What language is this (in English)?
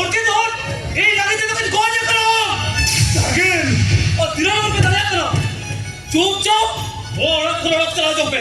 Santali